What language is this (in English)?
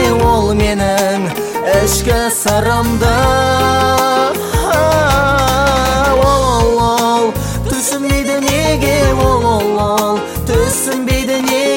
Kazakh